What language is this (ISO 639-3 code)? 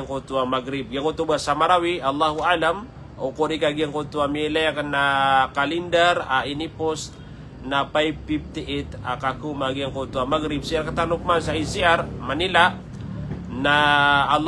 mrw